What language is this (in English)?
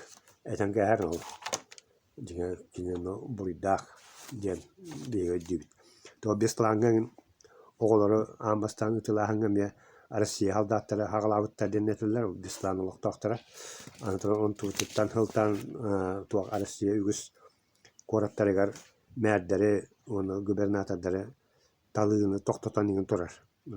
Yakut